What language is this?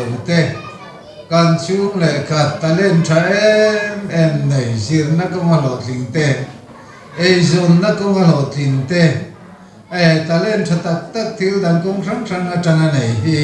Mizo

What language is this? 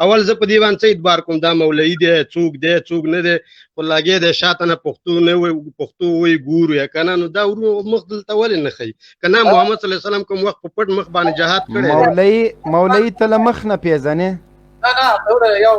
Pashto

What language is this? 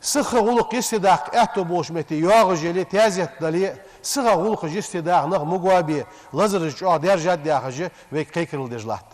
Ingush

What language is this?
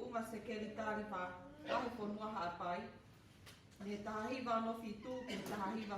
Tongan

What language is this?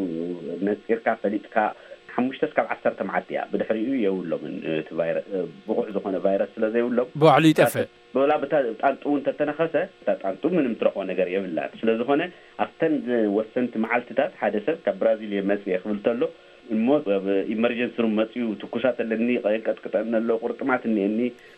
Tigrinya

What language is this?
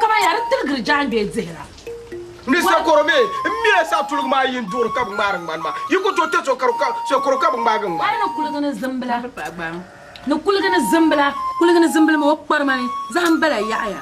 Dagbani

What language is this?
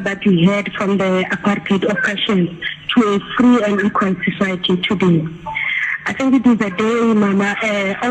Tswana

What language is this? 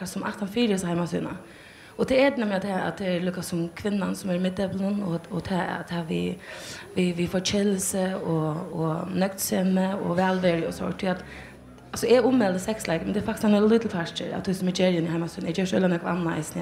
Faroese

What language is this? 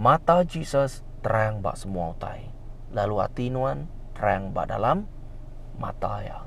Iban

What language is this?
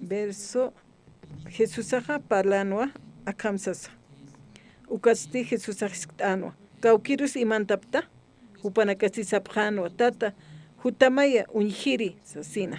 Aymara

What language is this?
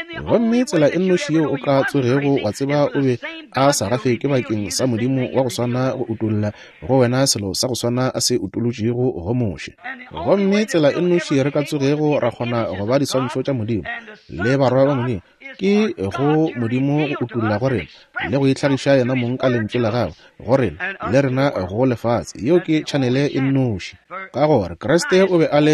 Northern Sotho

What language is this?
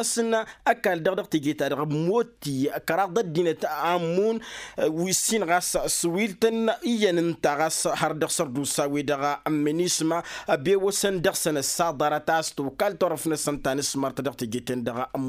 Tamasheq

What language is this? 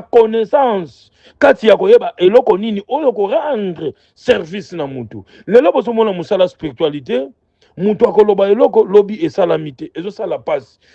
Lingala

